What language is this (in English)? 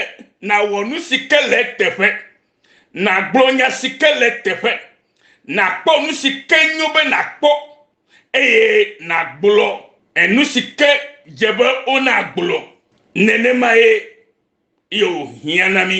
Ewe